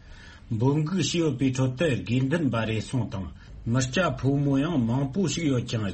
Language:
Tibetan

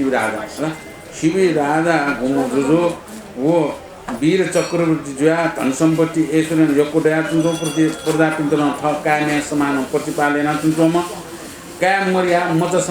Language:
Newari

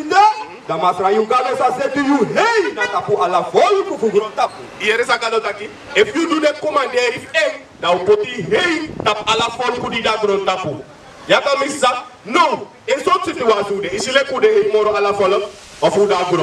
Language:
Sranan Tongo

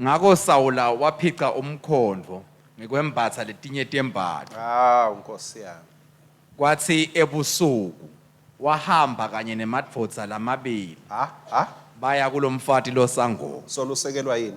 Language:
Swati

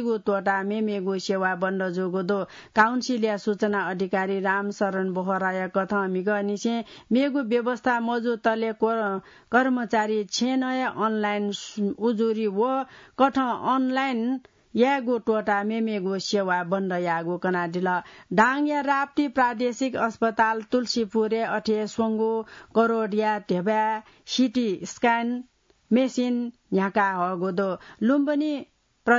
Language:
Newari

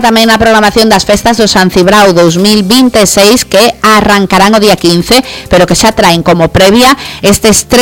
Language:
Galician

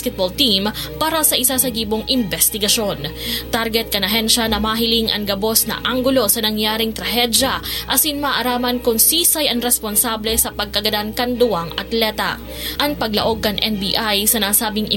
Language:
Bikol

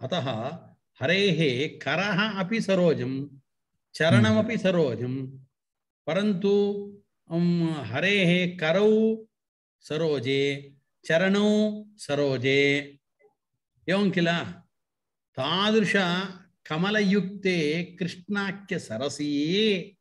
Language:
Sanskrit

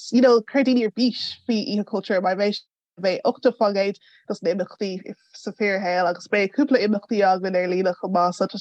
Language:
Irish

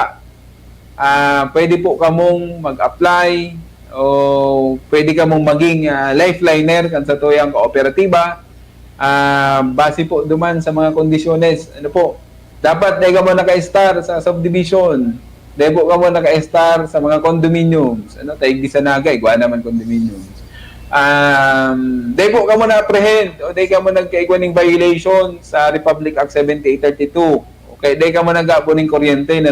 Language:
Bikol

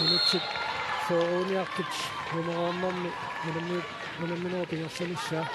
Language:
Kalaallisut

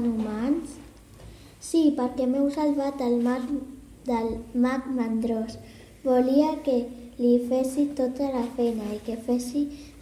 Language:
Catalan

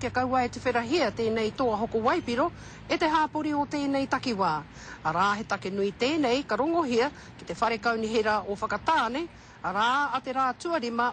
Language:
Māori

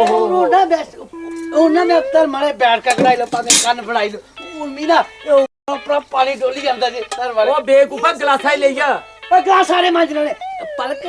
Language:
Dogri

